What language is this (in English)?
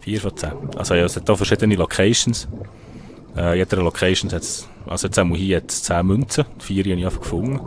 Swiss German